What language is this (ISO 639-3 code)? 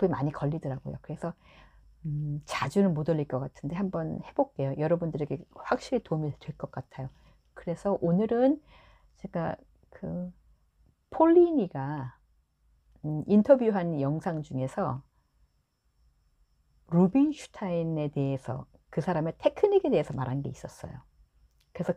kor